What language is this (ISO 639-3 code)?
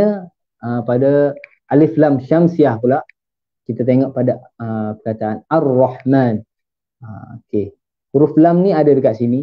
msa